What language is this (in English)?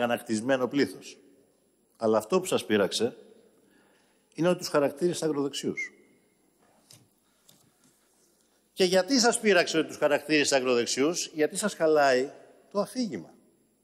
Greek